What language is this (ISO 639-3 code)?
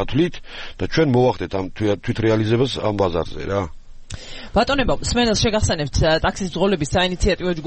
kat